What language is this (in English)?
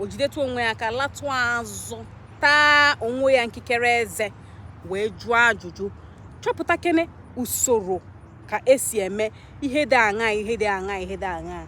Igbo